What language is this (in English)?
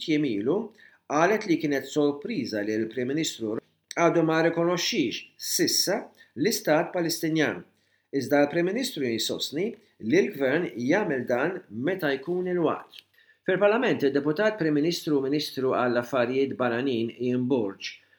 Maltese